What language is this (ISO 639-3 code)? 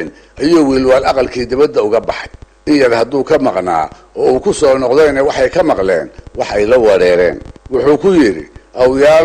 som